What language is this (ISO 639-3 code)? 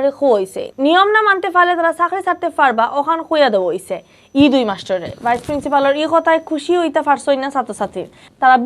syl